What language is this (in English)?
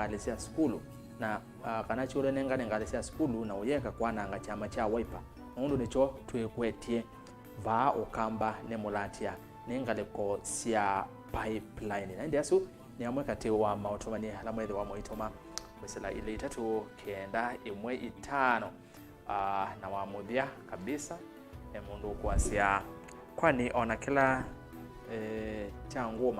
Kamba